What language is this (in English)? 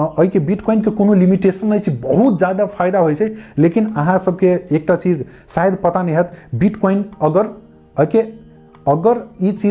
Maithili